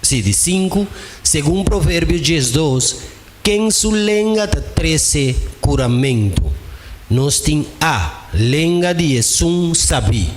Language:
Papiamento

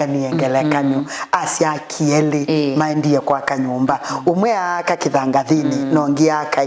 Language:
Kamba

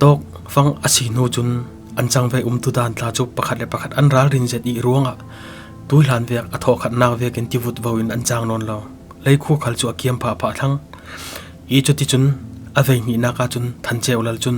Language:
Falam Chin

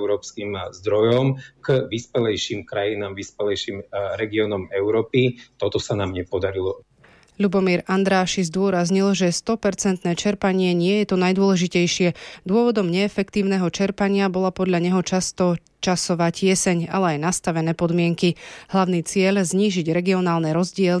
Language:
Slovak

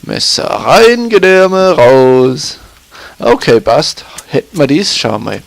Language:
Bavarian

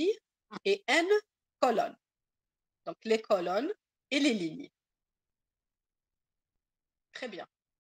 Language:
French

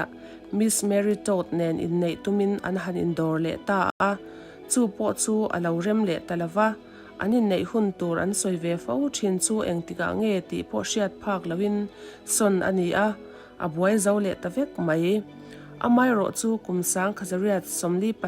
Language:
Mizo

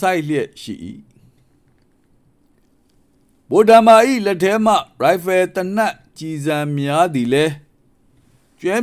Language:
Burmese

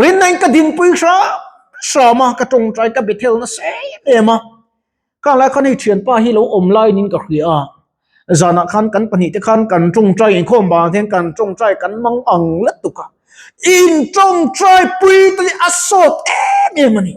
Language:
Mizo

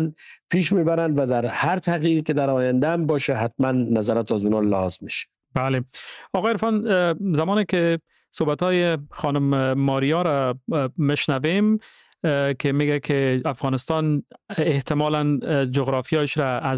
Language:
Persian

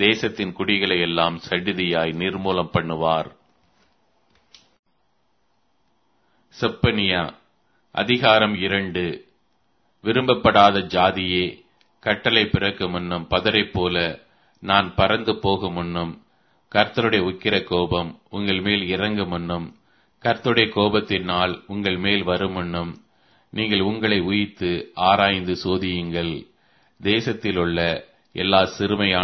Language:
Tamil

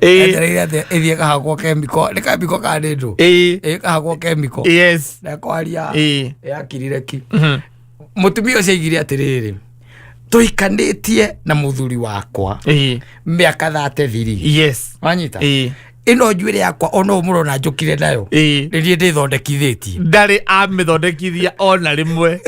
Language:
Kikuyu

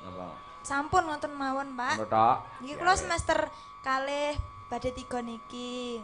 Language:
Javanese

